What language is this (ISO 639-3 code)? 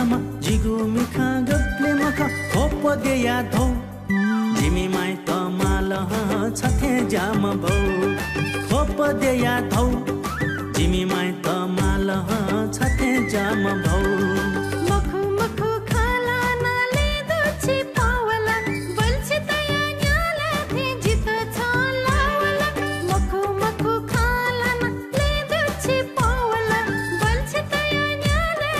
new